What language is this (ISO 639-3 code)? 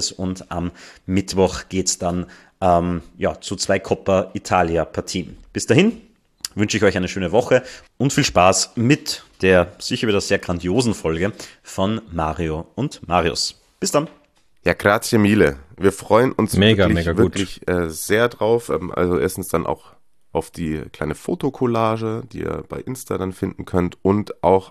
deu